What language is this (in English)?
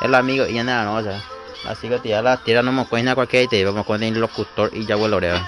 Guarani